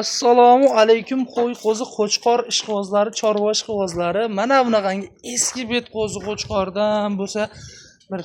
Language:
Uzbek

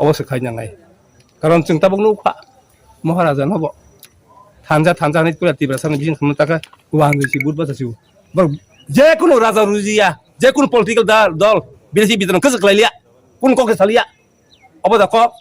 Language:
Kok Borok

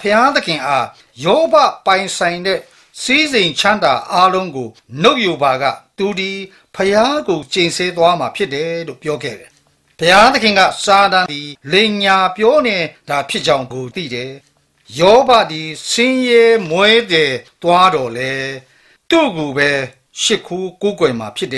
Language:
Burmese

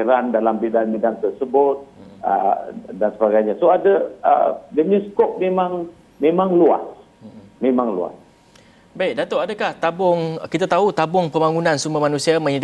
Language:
Malay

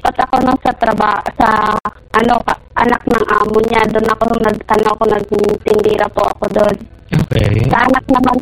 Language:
Filipino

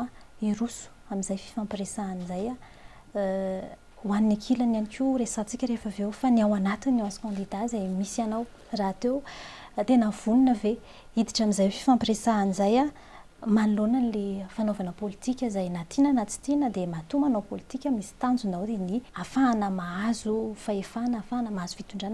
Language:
Malagasy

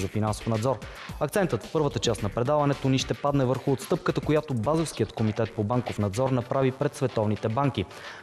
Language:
Bulgarian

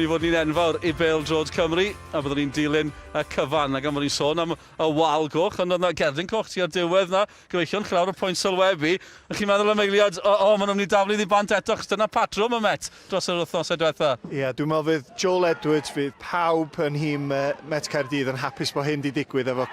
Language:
Welsh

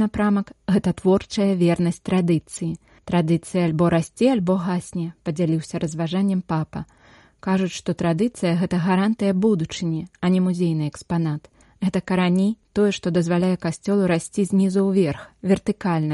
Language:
Belarusian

